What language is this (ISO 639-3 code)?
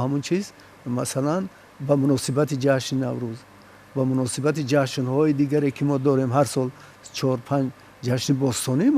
tgk